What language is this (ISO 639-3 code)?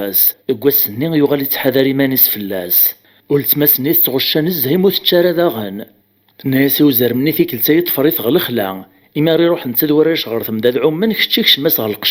kab